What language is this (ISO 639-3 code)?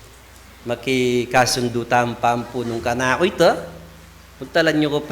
pam